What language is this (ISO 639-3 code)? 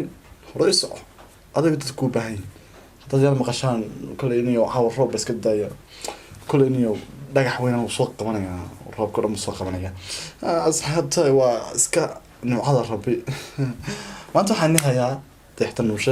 som